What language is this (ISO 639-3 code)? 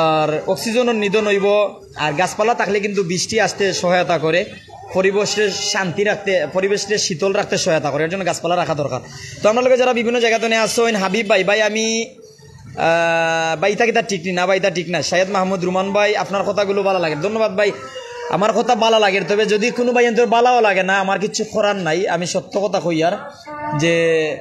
syl